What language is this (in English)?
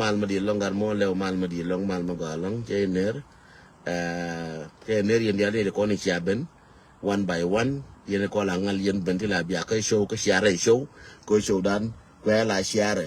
Nuer